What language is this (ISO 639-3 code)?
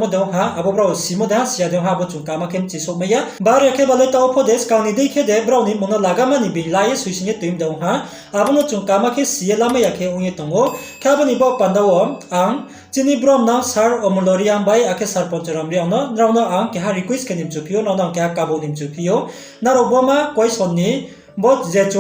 ria